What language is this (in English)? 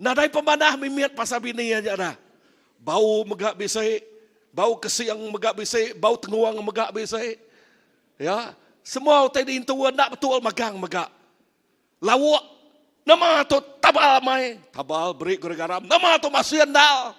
Iban